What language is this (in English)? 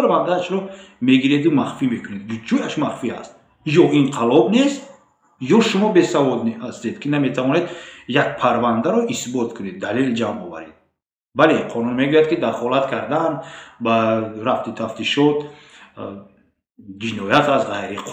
Tajik